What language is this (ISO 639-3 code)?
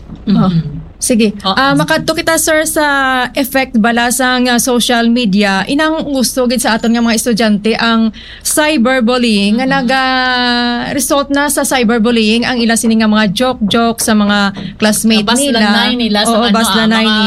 hil